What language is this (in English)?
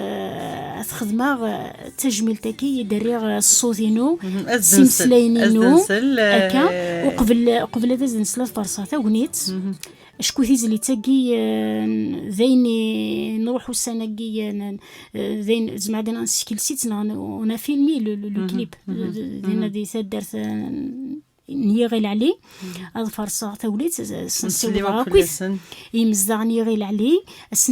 Kabyle